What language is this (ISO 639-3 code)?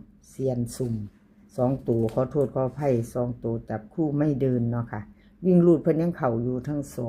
tts